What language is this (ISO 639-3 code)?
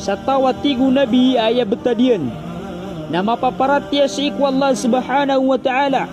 mrw